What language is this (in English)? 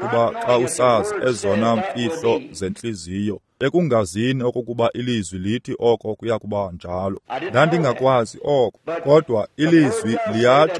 Xhosa